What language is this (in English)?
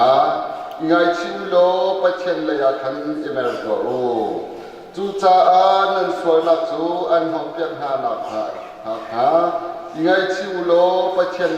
Hakha Chin